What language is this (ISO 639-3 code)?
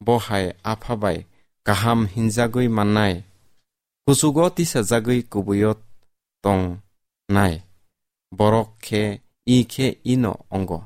trp